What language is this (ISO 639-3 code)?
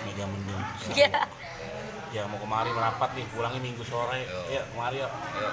bew